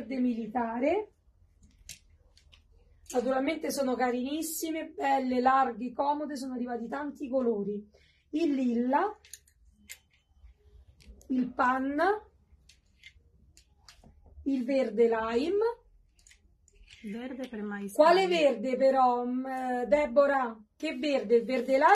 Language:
Italian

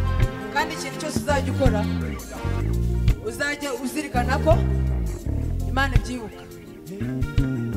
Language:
Kinyarwanda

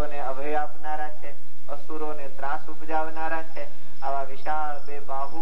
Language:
Gujarati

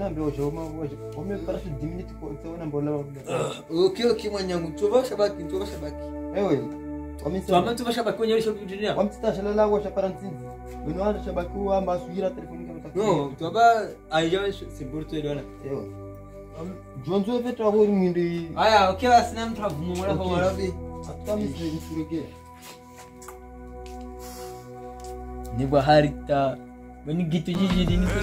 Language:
Swahili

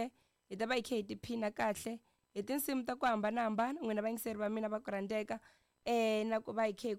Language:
Tsonga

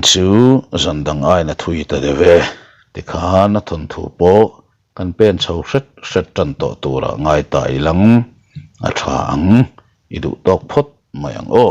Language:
Mizo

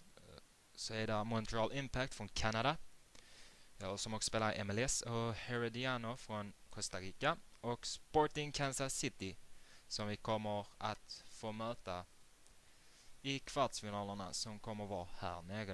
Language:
Swedish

